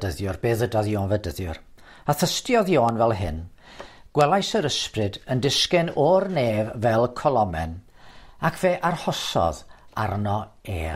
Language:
Welsh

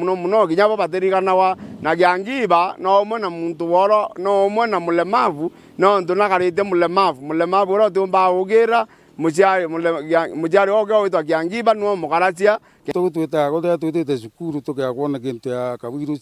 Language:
Meru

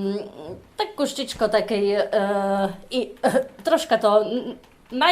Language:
Rusyn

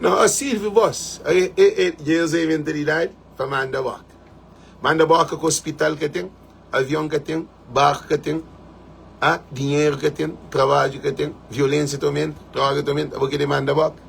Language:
Kabuverdianu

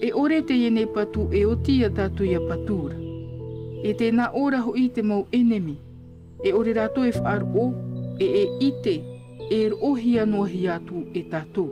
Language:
Tahitian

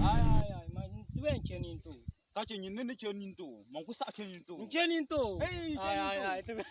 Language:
Dagbani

